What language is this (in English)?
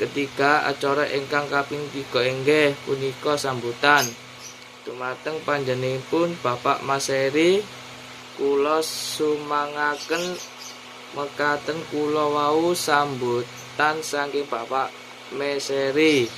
Javanese